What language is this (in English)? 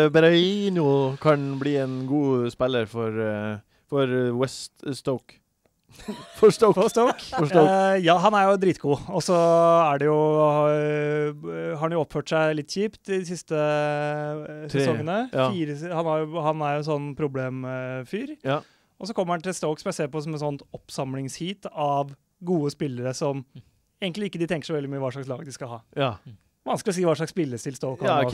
Norwegian